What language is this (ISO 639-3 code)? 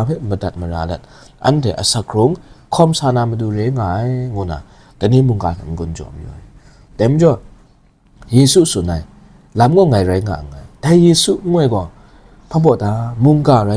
kac